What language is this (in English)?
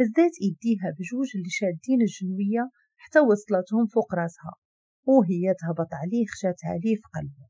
Moroccan Arabic